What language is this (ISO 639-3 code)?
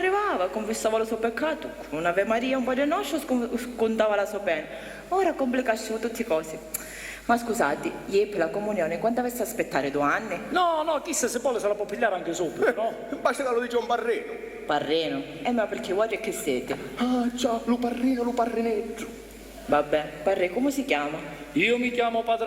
scn